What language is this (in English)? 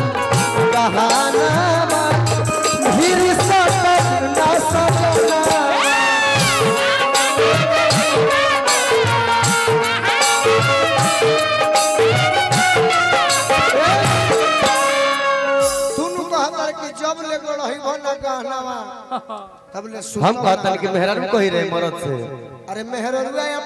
Bhojpuri